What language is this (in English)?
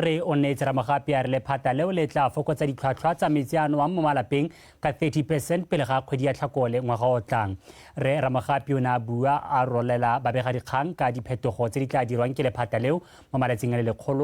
Tswana